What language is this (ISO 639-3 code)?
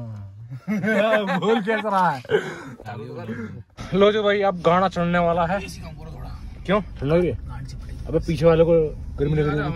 hin